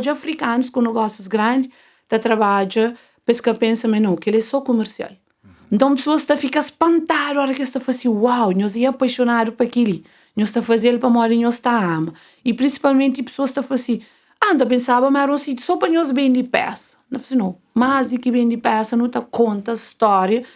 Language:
Kabuverdianu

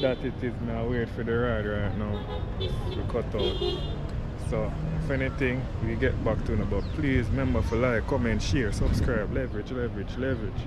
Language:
Jamaican Creole English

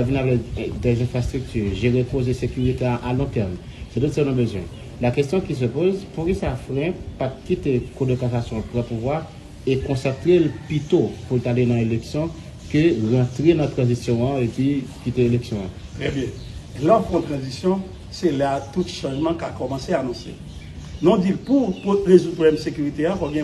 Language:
Haitian Creole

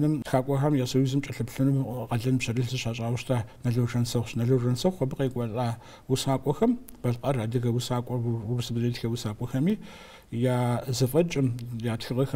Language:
Kabardian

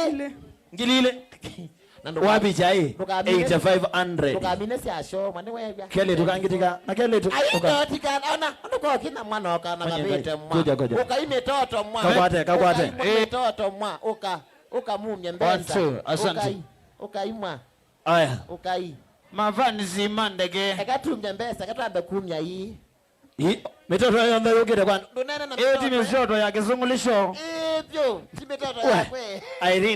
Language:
Kamba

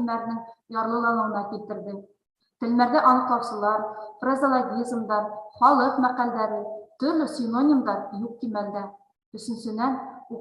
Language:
Bashkir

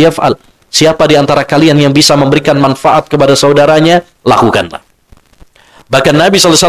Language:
Indonesian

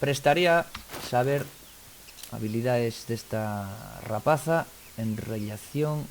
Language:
Asturian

